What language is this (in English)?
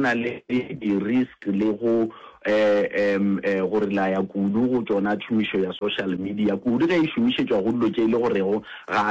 Northern Sotho